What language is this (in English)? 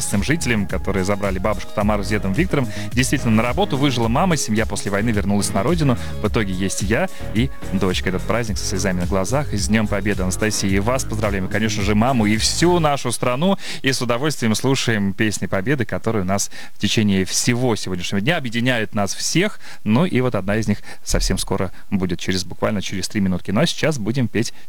Russian